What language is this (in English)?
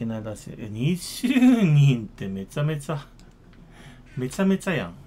Japanese